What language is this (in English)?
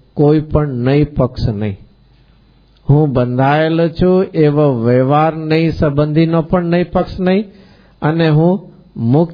Gujarati